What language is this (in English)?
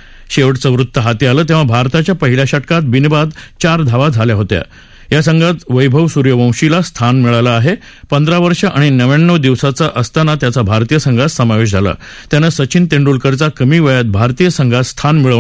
Marathi